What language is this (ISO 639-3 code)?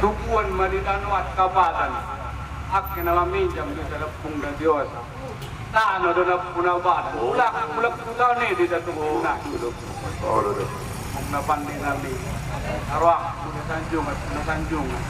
akb